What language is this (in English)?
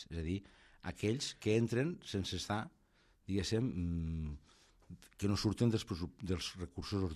Catalan